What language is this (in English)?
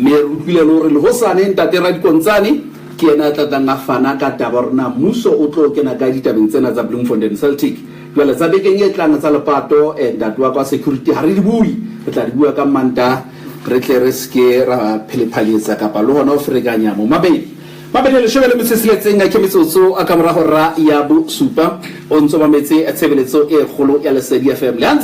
Southern Sotho